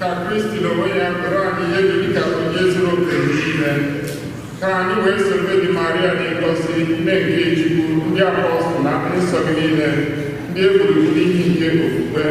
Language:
Igbo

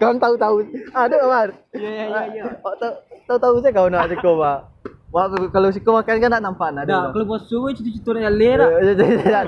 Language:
Minangkabau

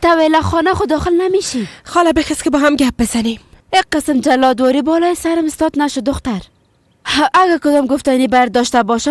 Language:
Persian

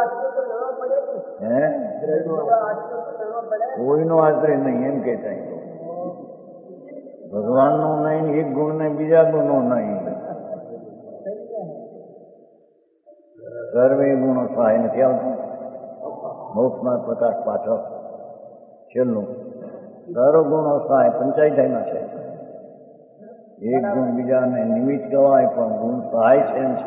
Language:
Gujarati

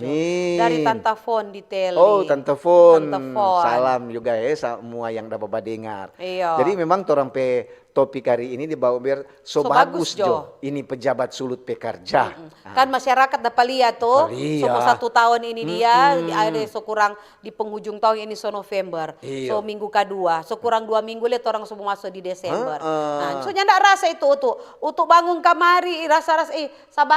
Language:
Manado Malay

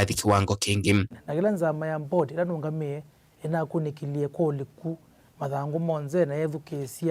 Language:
Kamba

